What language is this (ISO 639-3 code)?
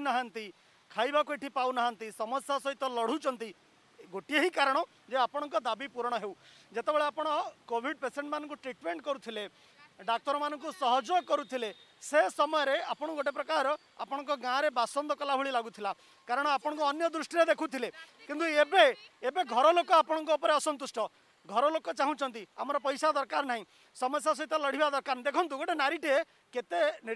ori